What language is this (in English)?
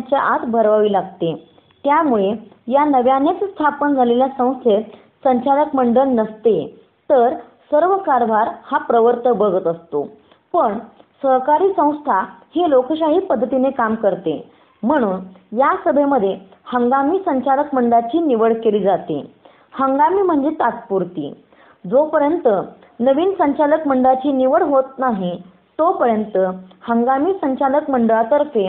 Marathi